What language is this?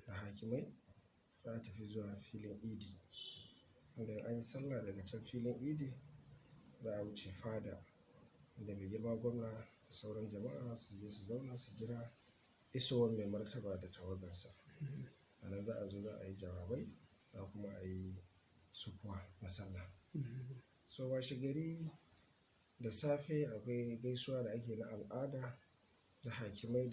Hausa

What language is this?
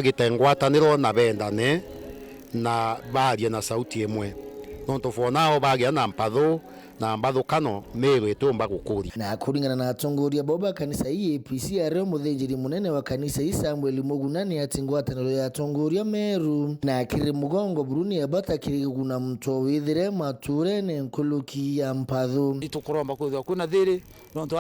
Meru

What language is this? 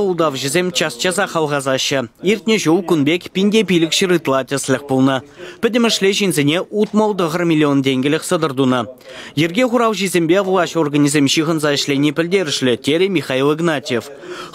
Chuvash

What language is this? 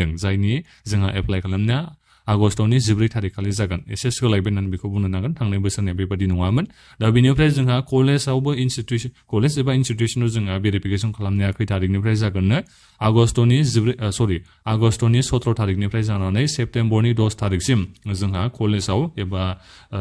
Bodo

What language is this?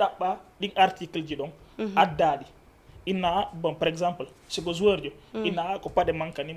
Fula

